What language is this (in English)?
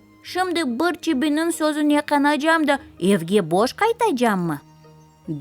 Crimean Tatar